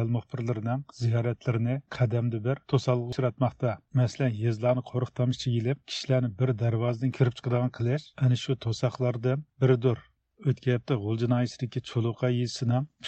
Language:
Uyghur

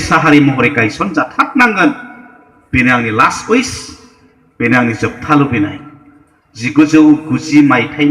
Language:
Bodo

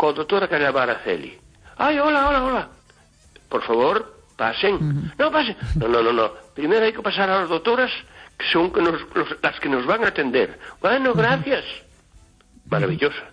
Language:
Galician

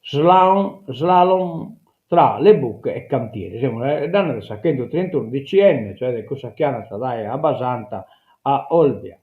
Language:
Sardinian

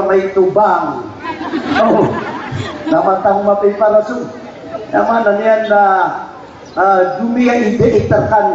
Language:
Maranao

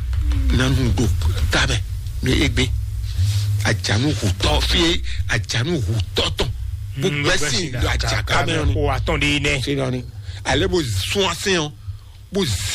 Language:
Fon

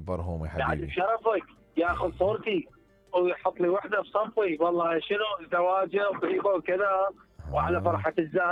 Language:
Mesopotamian Arabic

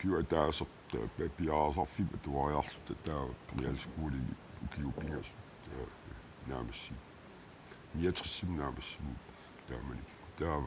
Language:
Kalaallisut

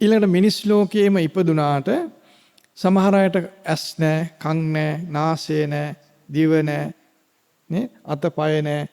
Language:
Sinhala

